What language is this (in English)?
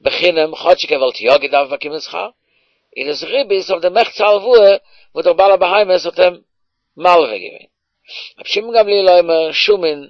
Yiddish